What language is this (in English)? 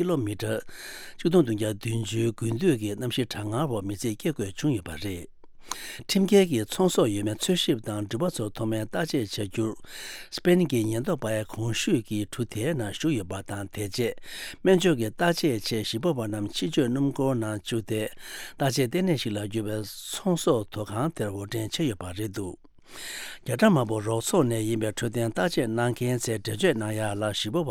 Tibetan